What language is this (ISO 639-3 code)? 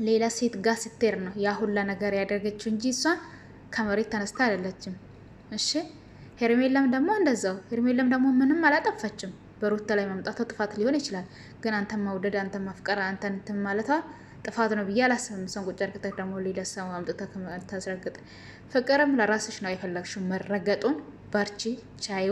amh